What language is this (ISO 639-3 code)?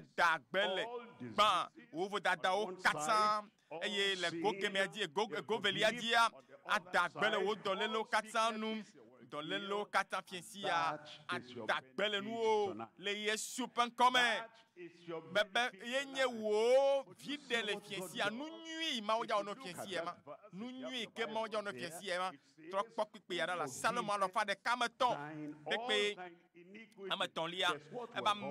ewe